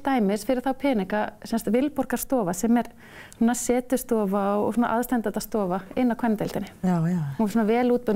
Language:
Icelandic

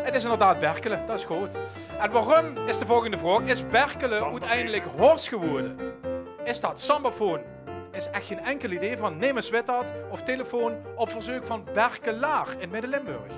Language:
Limburgish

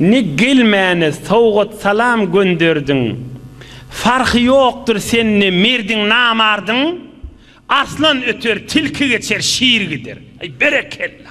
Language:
Turkmen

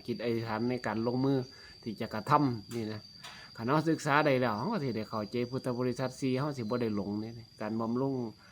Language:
Lao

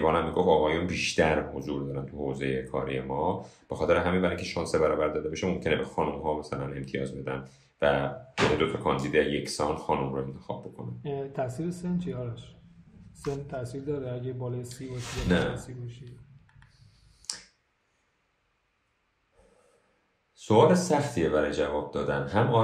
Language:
Persian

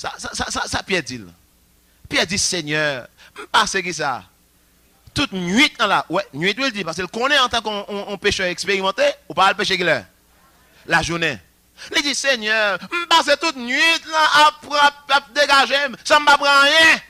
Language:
Haitian Creole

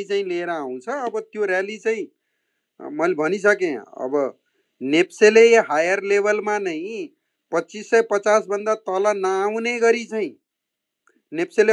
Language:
Nepali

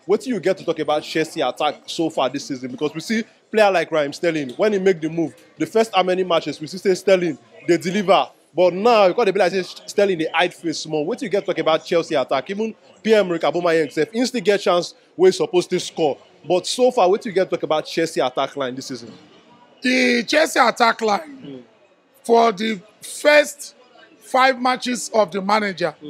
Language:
Nigerian Pidgin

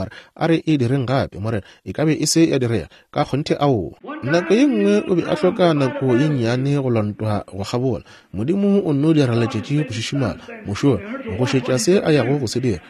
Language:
Northern Sotho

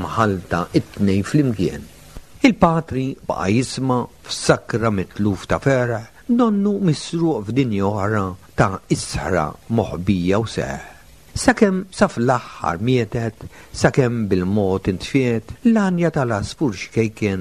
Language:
Maltese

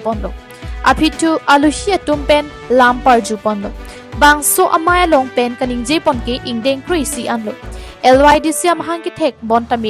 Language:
Karbi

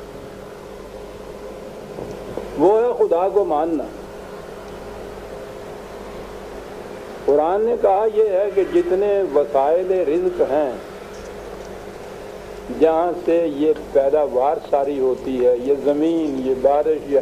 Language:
Urdu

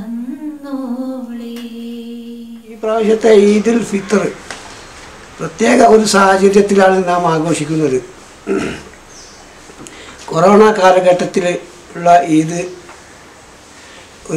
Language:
Malayalam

